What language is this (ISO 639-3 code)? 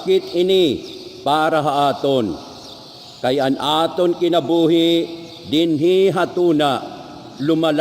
war